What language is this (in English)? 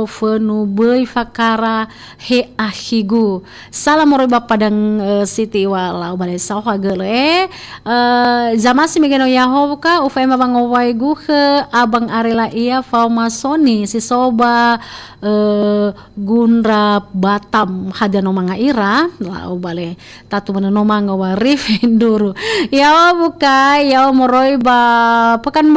Nias